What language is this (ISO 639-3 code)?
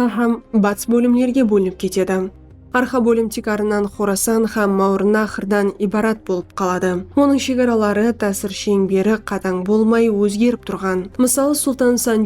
kaa